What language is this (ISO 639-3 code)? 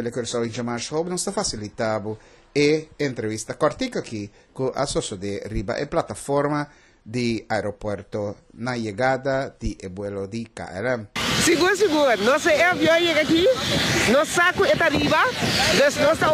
pap